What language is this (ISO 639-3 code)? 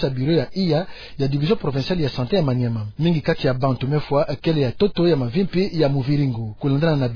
ktu